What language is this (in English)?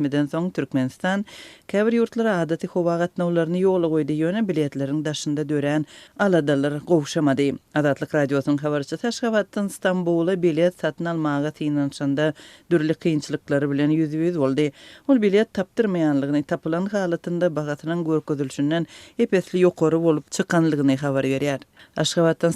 Turkmen